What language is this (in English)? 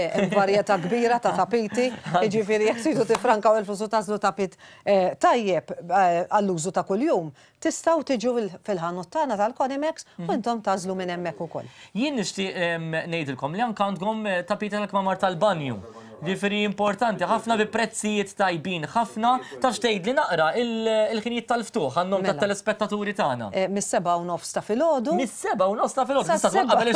Maltese